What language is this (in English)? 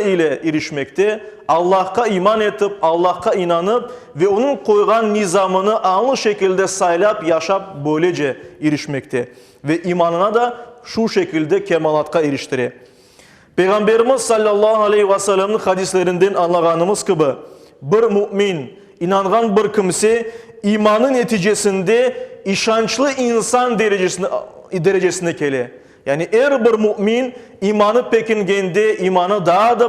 Crimean Tatar